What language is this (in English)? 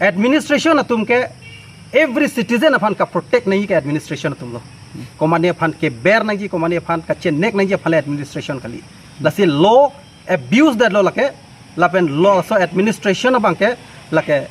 Karbi